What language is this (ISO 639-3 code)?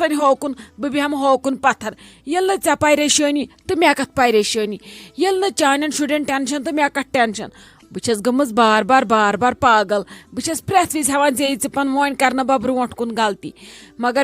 kas